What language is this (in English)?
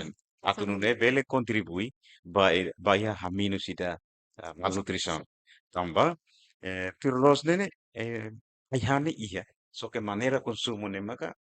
Tetum